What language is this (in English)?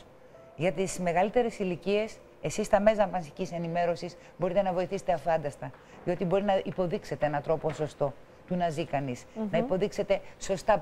Greek